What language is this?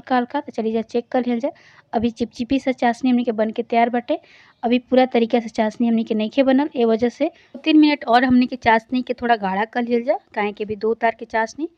Bhojpuri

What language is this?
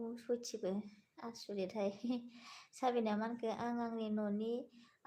Bodo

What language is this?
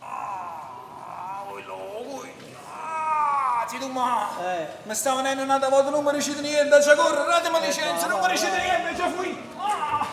Neapolitan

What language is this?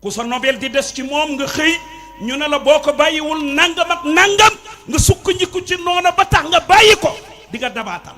Wolof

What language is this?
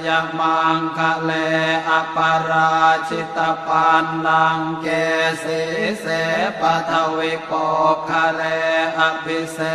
Pali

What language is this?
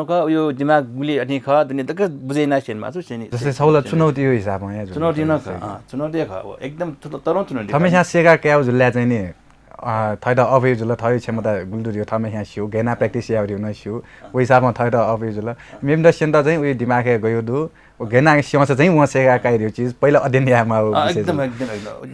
Newari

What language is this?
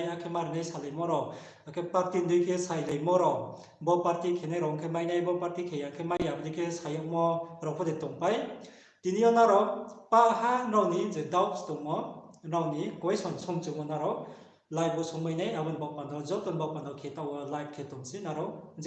Riang (India)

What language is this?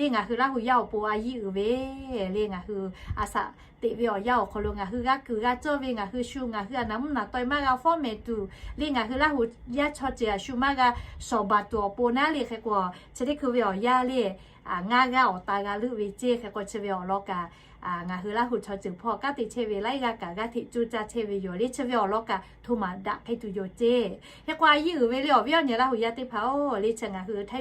Lahu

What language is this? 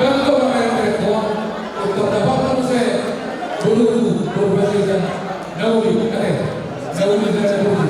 Batak Toba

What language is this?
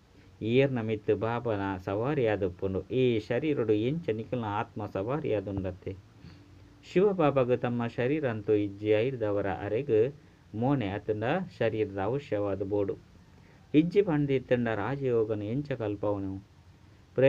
Tulu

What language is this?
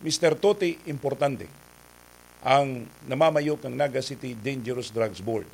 Bikol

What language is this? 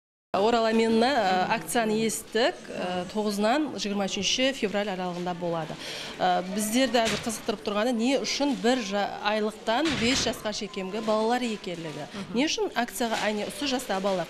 Kara-Kalpak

